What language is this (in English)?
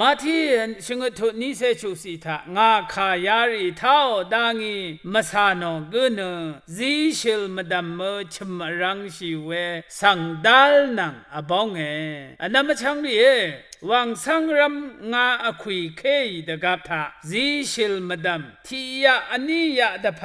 Rawang